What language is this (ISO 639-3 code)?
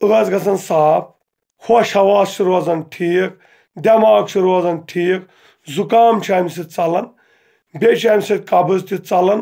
kas